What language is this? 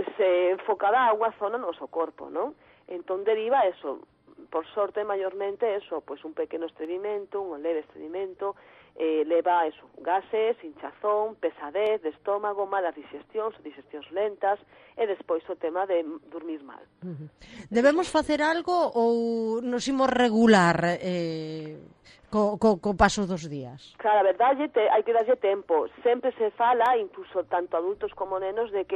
Galician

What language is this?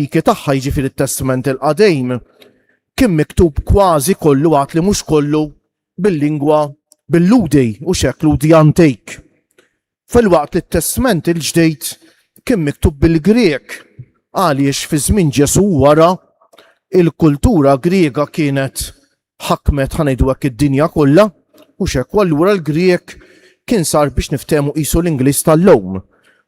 Maltese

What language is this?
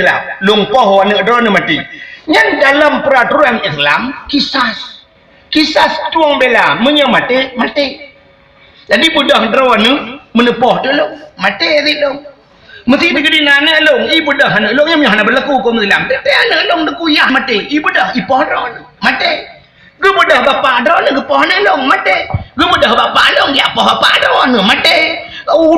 Achinese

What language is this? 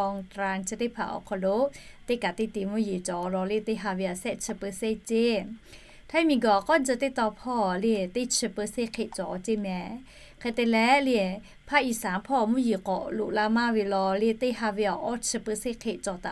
Lahu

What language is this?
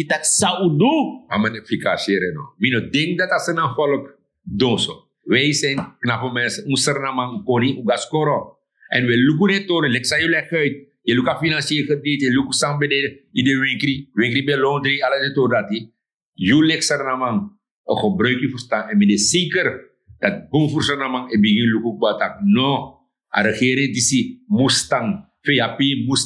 Sranan Tongo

